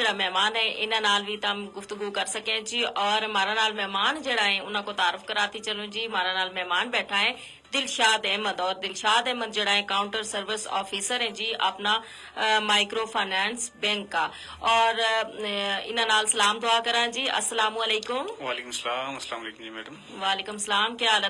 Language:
Gujari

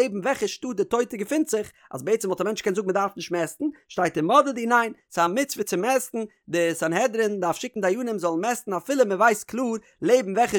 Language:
Yiddish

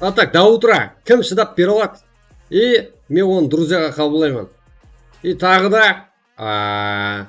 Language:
Kara-Kalpak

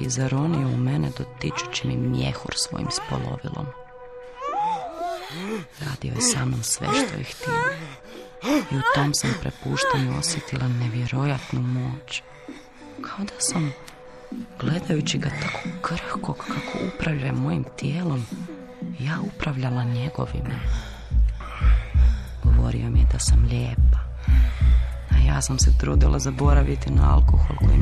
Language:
Croatian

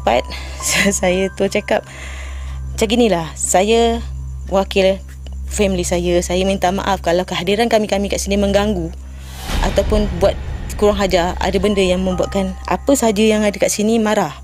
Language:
Malay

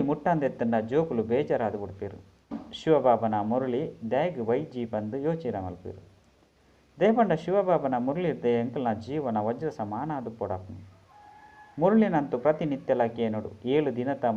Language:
Tulu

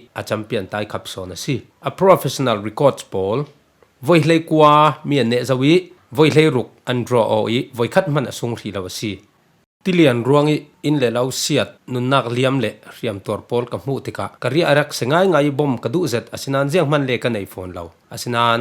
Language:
Falam Chin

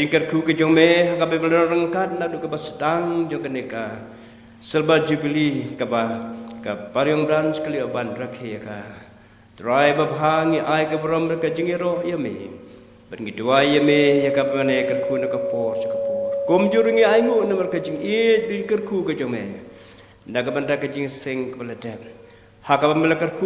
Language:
Khasi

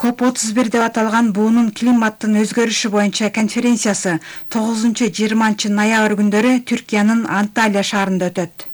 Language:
Kyrgyz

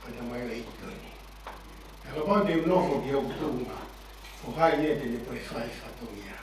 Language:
Tongan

